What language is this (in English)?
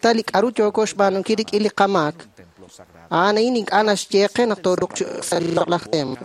Kekchí